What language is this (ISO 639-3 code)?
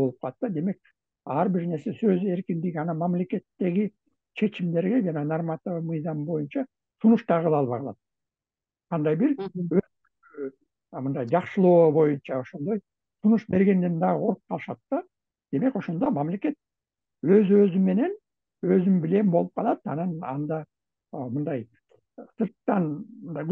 kir